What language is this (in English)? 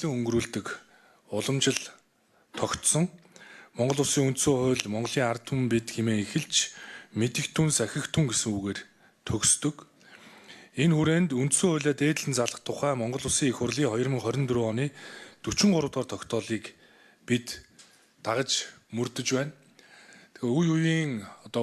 Mongolian